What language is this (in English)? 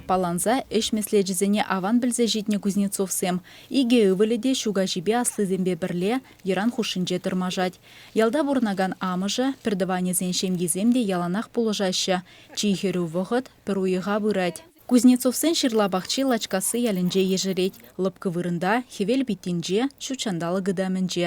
Chuvash